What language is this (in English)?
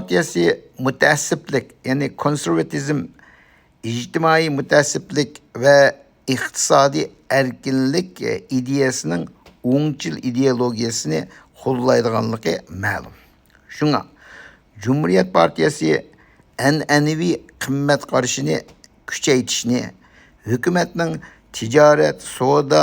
Uyghur